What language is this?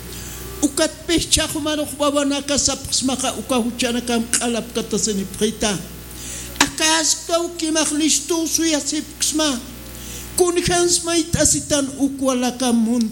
Aymara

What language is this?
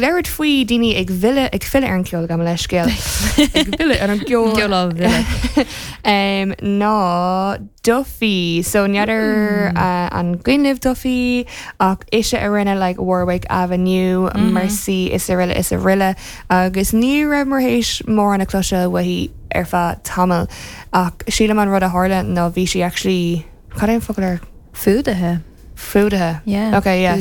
Irish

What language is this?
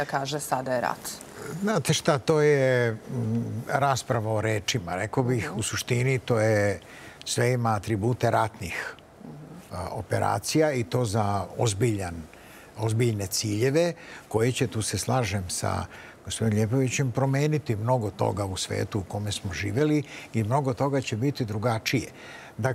Serbian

